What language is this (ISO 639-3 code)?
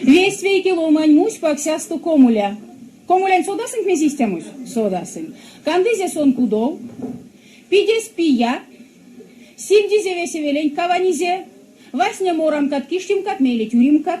myv